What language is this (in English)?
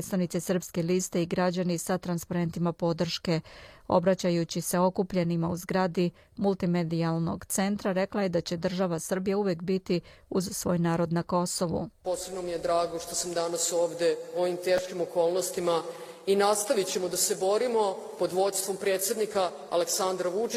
Serbian